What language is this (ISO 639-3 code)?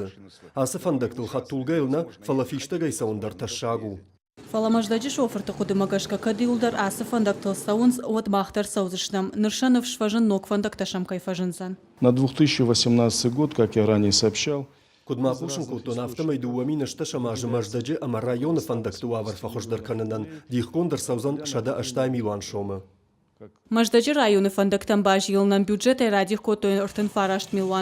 oss